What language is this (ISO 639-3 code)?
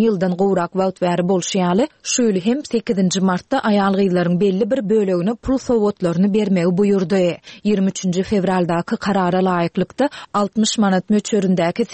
tuk